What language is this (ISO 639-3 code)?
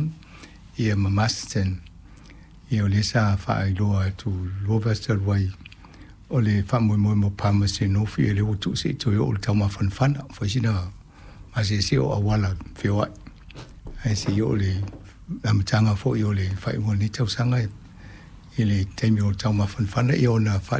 smo